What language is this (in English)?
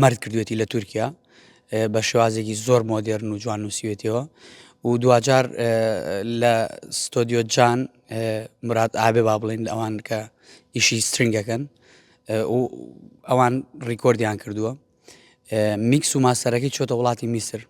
Central Kurdish